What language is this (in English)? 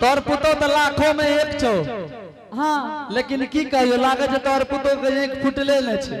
Angika